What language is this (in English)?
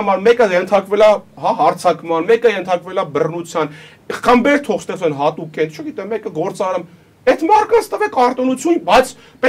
Armenian